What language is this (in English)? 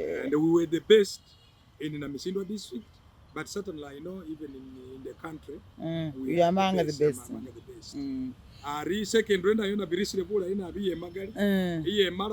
Masaaba